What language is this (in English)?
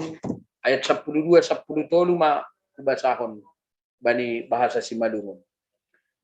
Batak Simalungun